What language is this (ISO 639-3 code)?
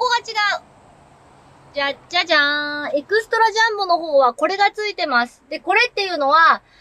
jpn